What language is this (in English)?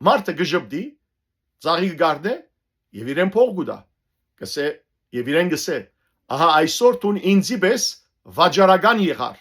Western Armenian